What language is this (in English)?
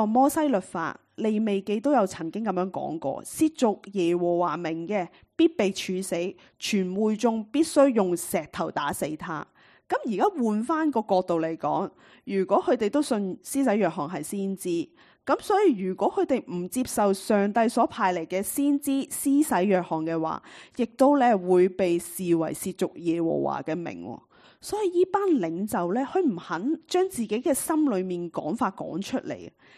Cantonese